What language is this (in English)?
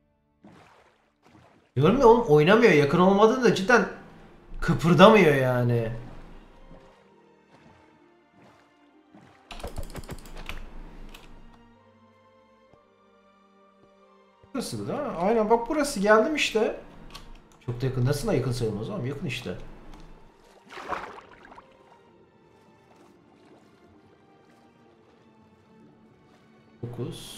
Turkish